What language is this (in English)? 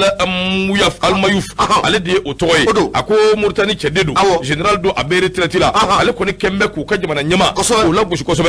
Bambara